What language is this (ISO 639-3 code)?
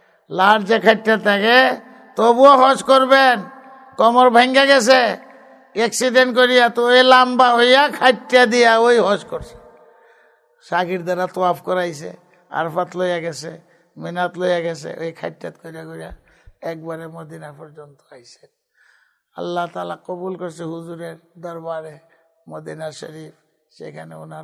ben